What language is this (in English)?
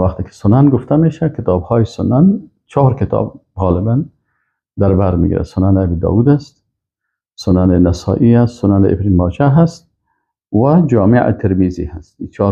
Persian